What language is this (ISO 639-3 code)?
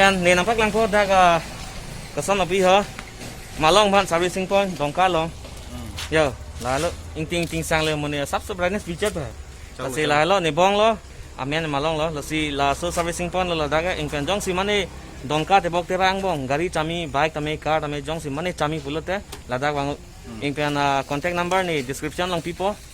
mjw